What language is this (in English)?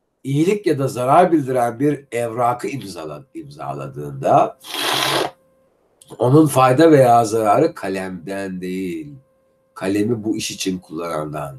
Turkish